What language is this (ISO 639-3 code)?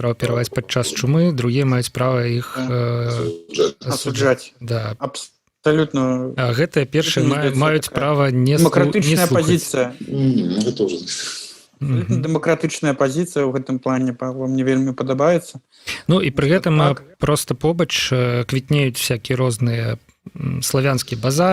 bel